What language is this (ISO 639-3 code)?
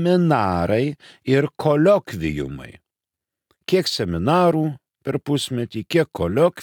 lit